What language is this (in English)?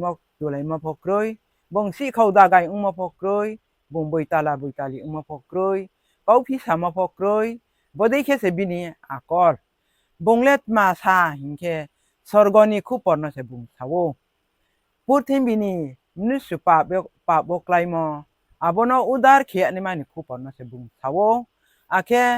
Riang (India)